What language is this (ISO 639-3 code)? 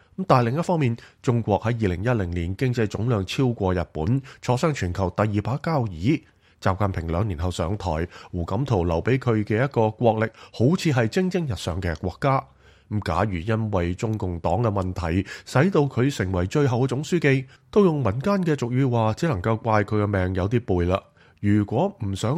yue